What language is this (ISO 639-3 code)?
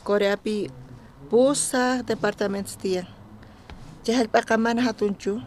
quh